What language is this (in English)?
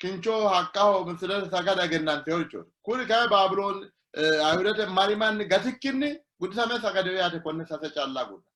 Sidamo